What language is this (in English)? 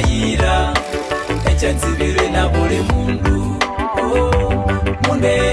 Konzo